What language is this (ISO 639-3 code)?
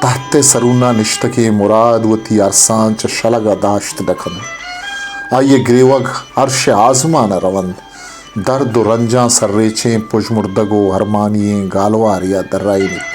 bal